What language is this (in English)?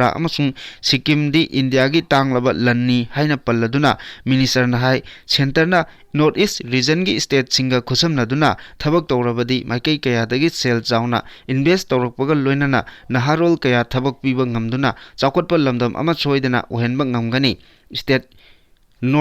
Manipuri